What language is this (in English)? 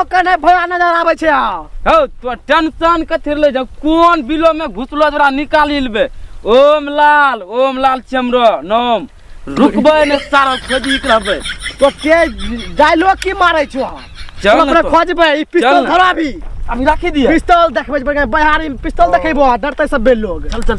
Angika